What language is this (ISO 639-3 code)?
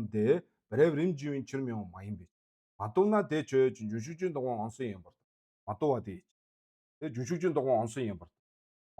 mon